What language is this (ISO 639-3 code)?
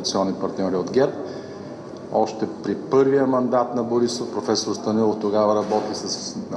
bul